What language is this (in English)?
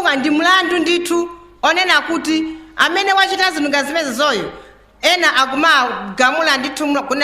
Nyanja